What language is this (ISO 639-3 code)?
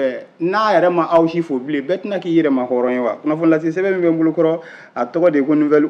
bam